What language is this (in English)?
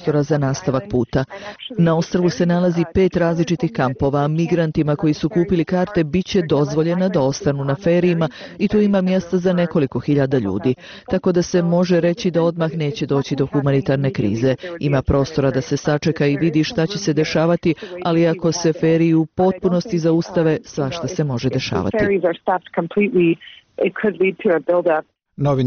Bosnian